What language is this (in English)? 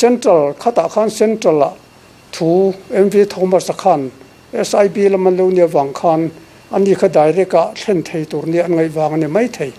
Mizo